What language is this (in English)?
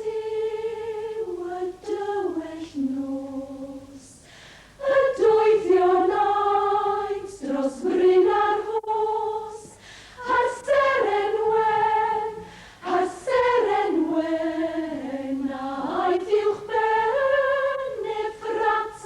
Welsh